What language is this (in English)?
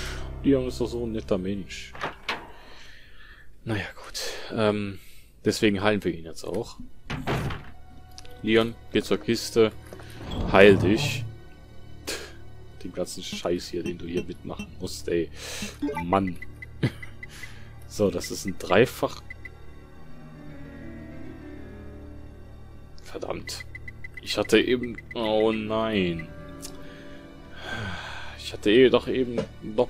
German